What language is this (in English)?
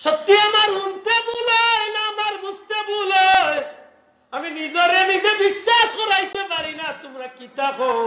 Sylheti